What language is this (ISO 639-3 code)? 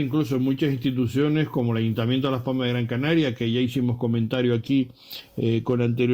spa